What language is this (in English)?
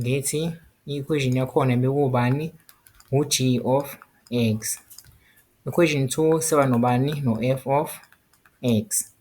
Zulu